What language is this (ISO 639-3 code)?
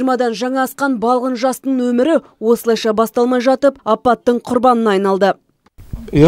kaz